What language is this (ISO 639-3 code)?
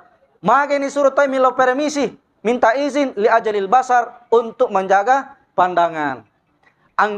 bug